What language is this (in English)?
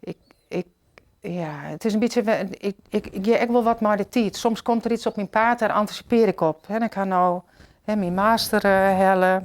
Western Frisian